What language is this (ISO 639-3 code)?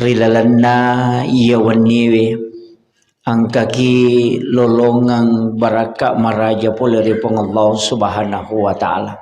bug